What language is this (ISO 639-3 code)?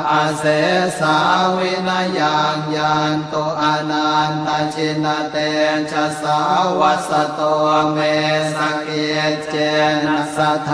pli